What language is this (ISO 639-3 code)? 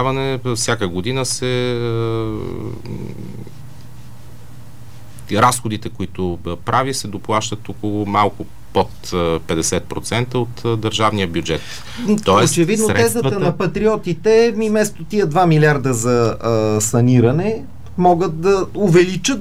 bul